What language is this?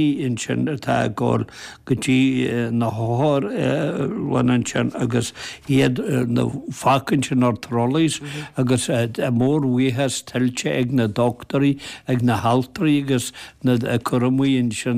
Irish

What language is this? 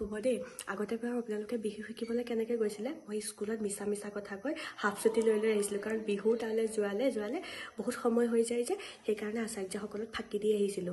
Assamese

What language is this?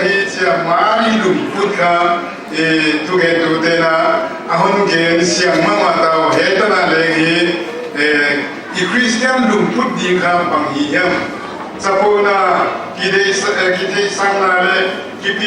Paite Chin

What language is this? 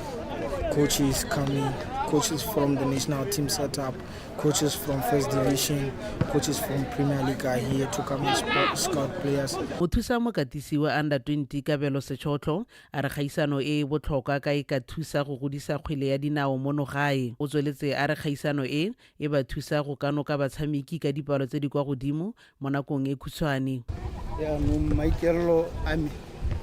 Tswana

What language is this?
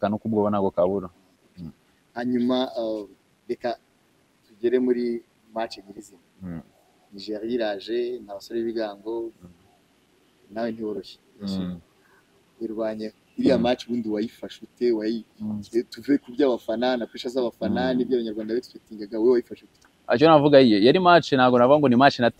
Kinyarwanda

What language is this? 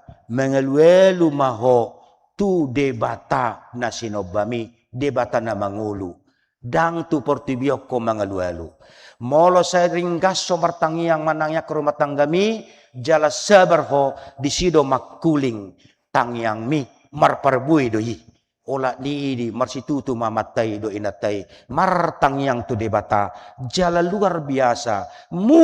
Batak Toba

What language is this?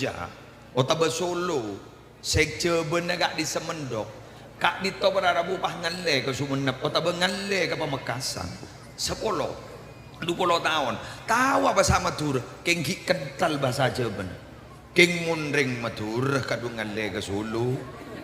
Madurese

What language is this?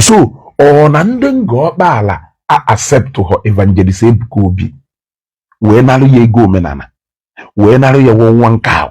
Igbo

